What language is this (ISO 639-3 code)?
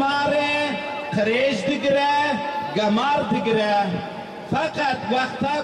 kur